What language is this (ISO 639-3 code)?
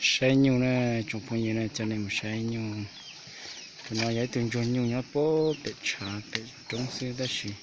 hmn